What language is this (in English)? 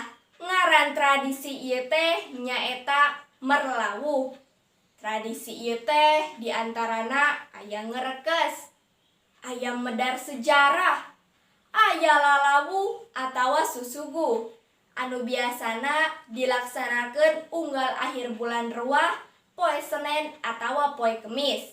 Sundanese